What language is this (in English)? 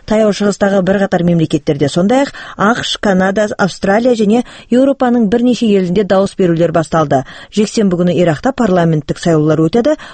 Kazakh